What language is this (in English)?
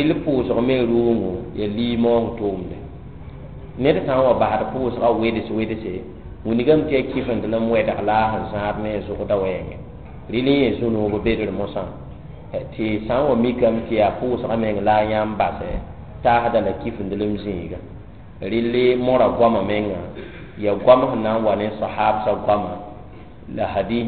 Mossi